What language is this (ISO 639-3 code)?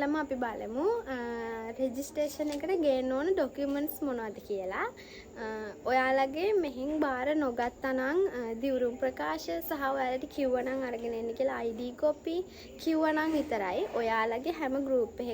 sin